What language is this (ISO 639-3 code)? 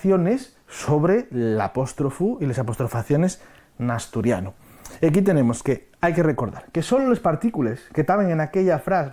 ast